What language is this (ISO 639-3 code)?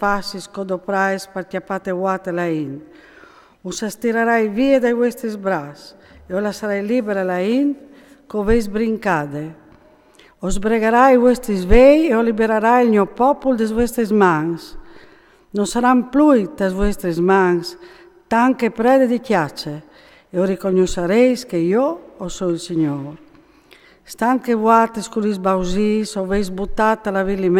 fur